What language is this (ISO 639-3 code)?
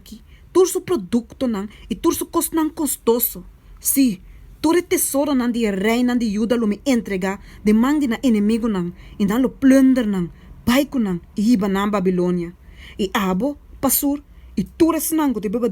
pap